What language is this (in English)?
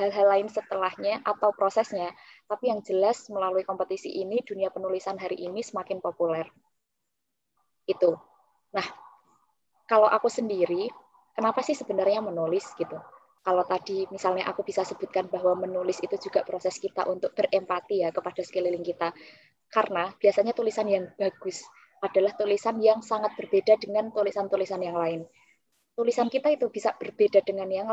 Indonesian